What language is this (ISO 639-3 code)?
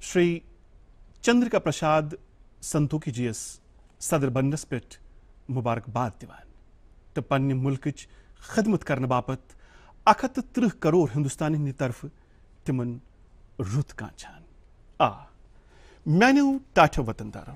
kas